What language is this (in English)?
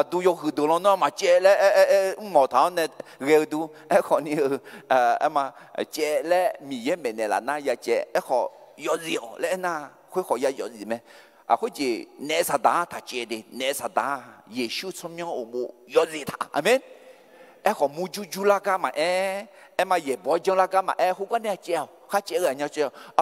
Akha